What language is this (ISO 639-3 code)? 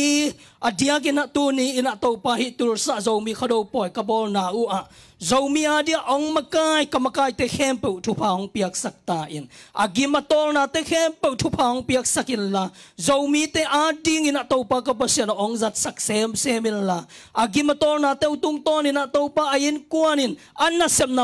ctd